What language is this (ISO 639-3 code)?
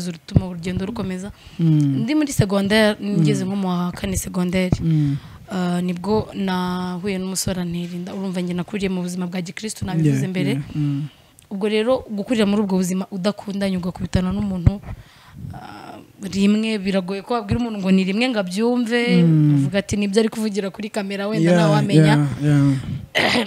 kin